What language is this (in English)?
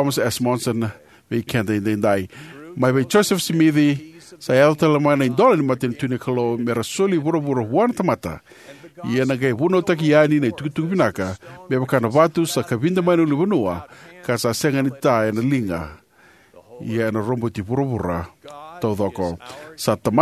Fijian